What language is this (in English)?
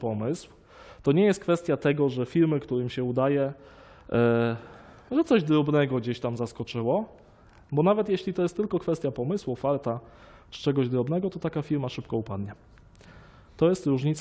Polish